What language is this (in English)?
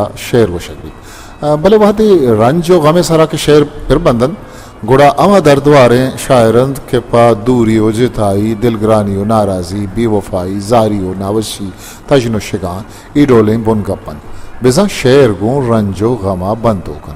Baluchi